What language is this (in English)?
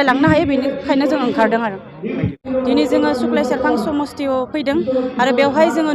Bodo